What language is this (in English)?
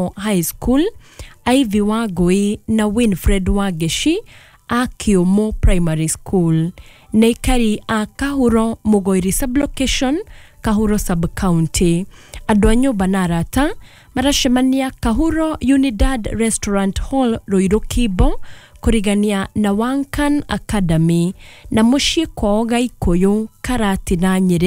Kikuyu